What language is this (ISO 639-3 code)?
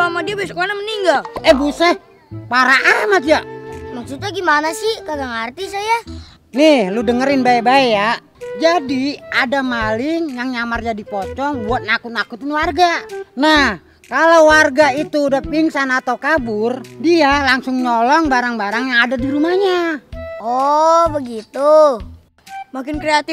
bew